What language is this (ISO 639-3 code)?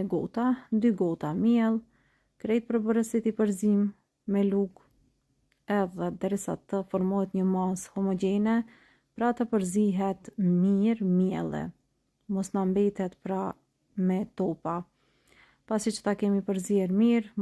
sqi